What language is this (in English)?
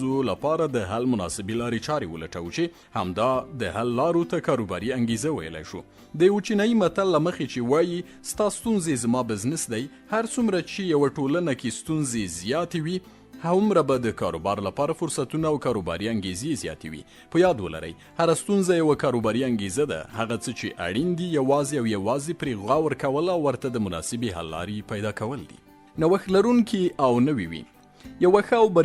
Pashto